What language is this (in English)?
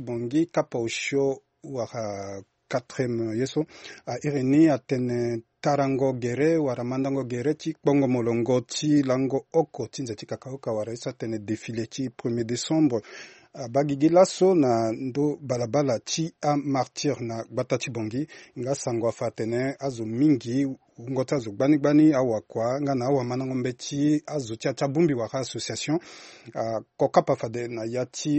Sango